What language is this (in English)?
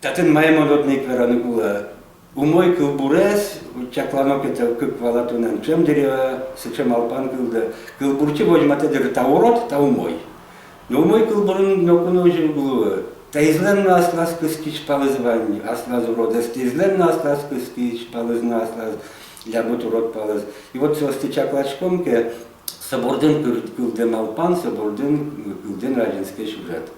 Udmurt